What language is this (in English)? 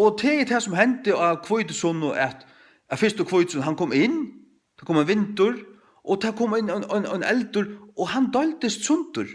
Faroese